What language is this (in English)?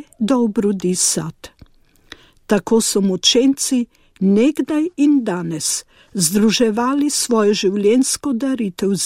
Slovenian